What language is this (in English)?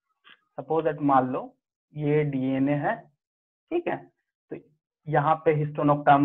Hindi